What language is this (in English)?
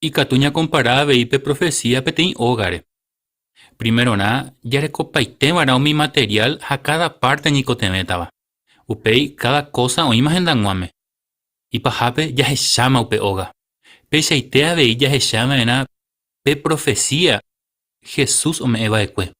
Guarani